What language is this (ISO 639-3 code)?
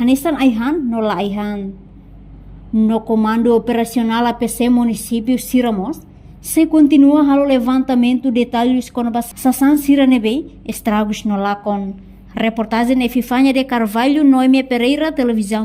tet